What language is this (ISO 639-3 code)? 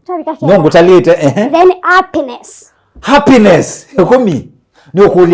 kam